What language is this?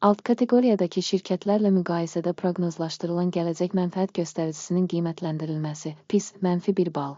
Azerbaijani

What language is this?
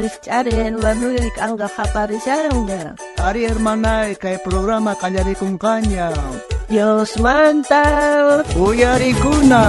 South Bolivian Quechua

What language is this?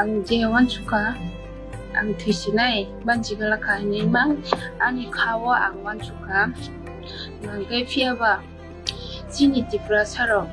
Kok Borok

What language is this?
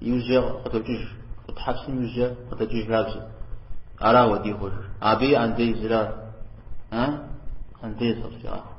Kabardian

